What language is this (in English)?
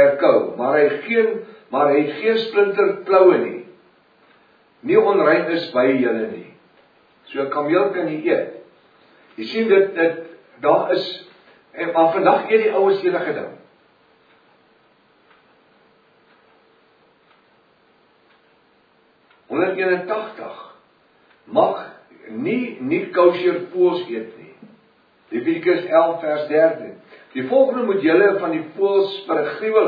Afrikaans